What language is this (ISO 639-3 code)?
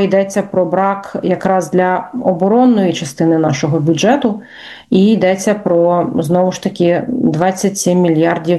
ukr